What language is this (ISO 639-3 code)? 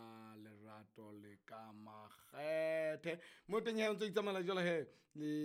sot